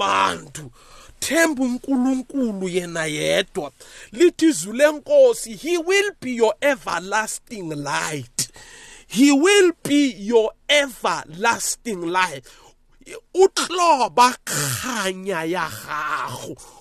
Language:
South Ndebele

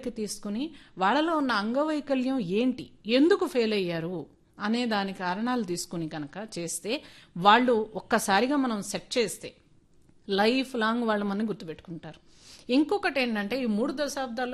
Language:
Telugu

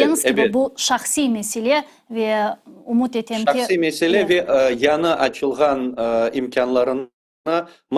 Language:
Crimean Tatar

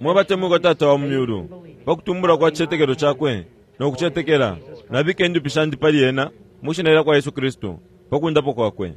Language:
Bemba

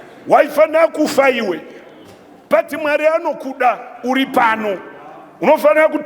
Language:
Shona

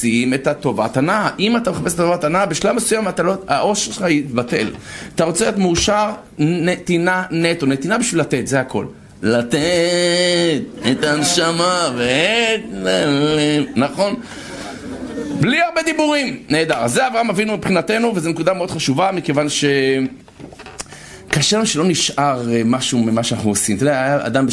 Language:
Hebrew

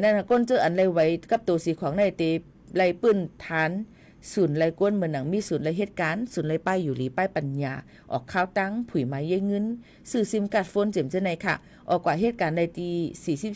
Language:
Shan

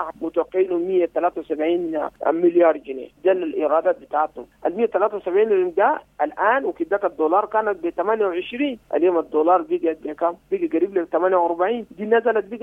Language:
Sudanese Arabic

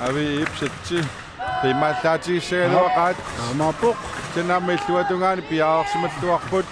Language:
Kalaallisut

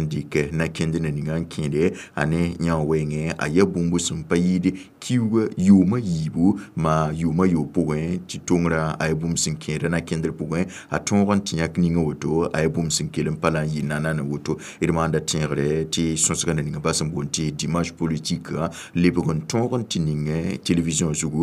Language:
Mossi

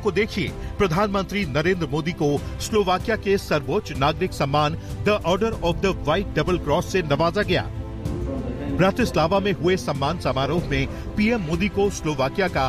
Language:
Hindi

